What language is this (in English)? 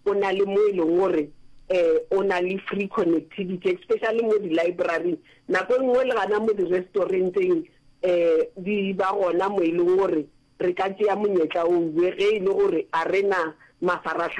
Northern Sotho